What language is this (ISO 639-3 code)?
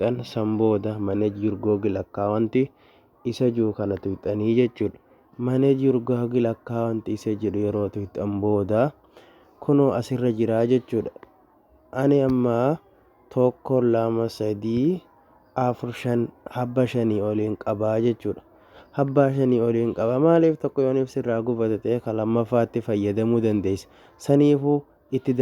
orm